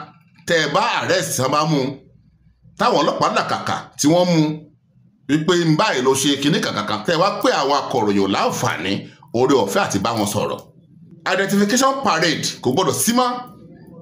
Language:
Yoruba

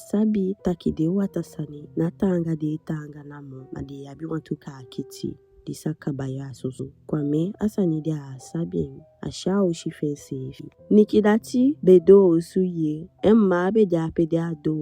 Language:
Eastern Maroon Creole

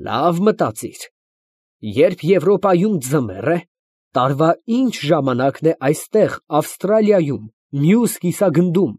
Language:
Armenian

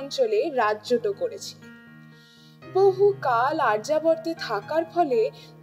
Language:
Bangla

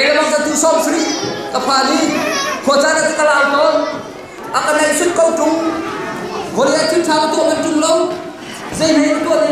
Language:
Hakha Chin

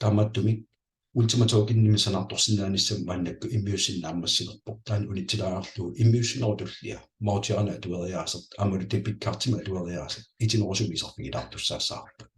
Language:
Kalaallisut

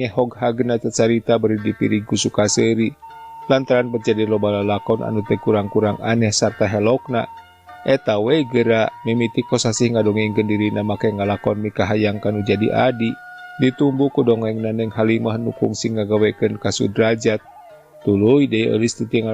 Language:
Sundanese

